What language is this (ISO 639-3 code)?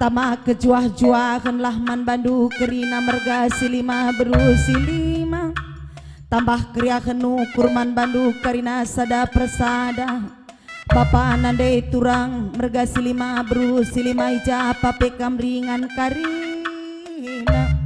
btx